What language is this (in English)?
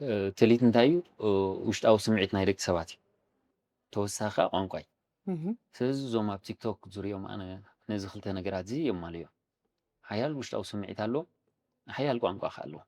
Tigrinya